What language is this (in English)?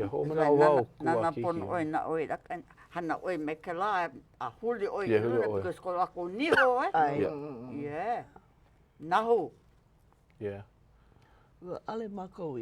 Hawaiian